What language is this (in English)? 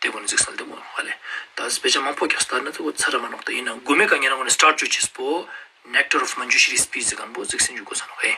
Ladakhi